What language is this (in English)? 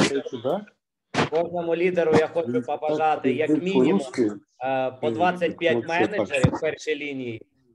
Ukrainian